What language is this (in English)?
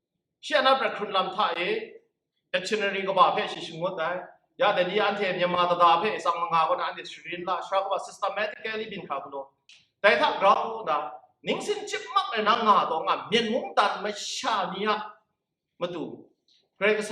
Kachin